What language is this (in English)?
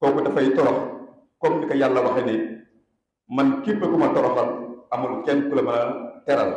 Wolof